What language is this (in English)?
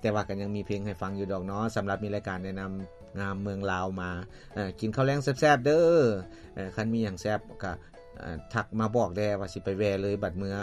Lao